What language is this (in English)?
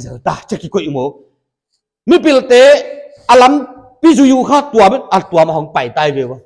Paite Chin